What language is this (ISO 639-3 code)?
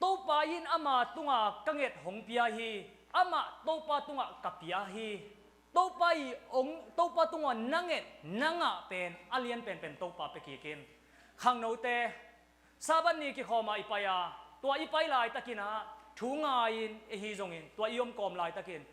ctd